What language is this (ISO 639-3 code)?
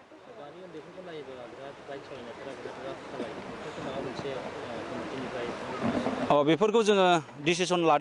brx